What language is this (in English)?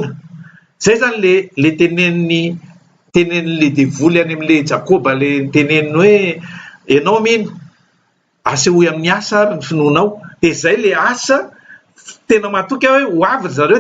Malagasy